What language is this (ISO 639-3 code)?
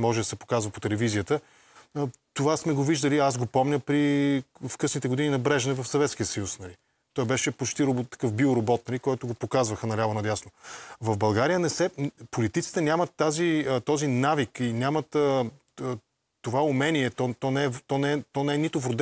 bul